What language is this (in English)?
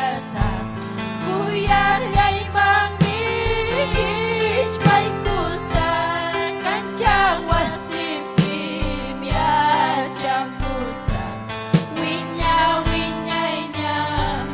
Ayacucho Quechua